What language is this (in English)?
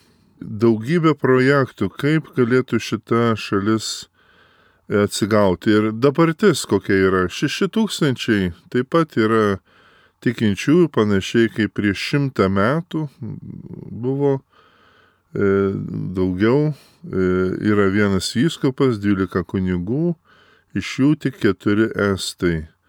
Lithuanian